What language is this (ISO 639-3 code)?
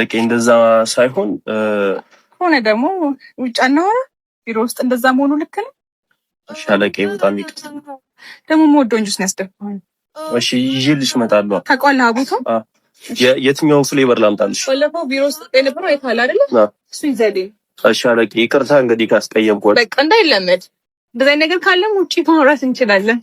amh